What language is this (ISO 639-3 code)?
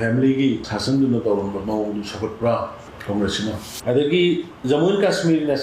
mni